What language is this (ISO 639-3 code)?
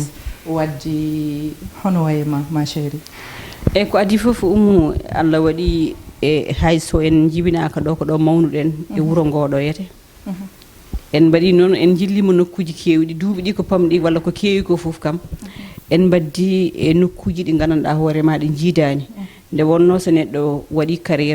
ful